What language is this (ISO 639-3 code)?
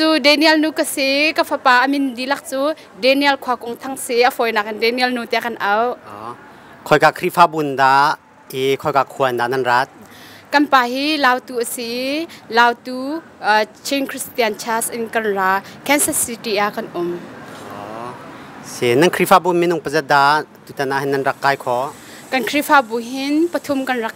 cnh